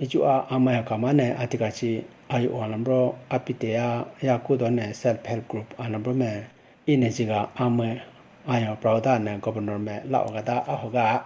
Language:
Idu-Mishmi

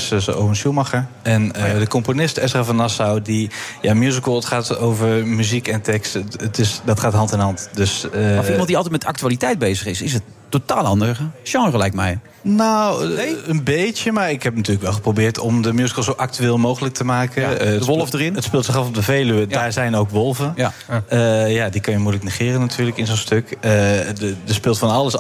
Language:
Dutch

